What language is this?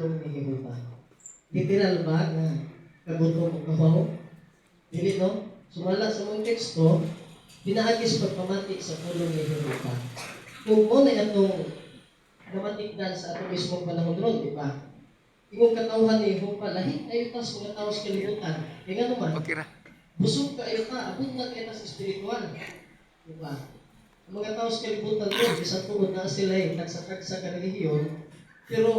Cebuano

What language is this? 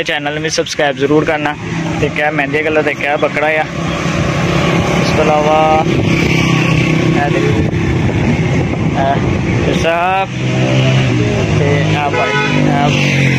Hindi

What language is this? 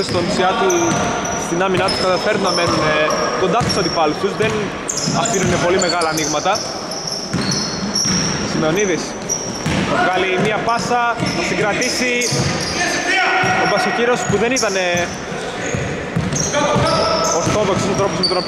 Greek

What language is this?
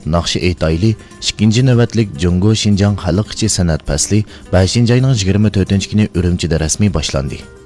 Uyghur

